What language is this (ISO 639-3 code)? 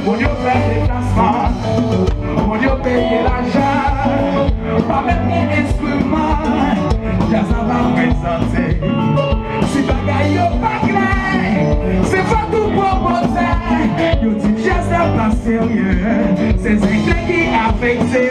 hat